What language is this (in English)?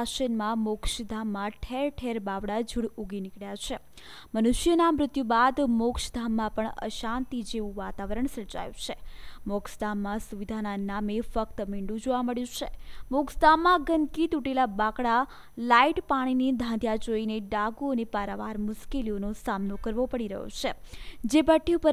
Gujarati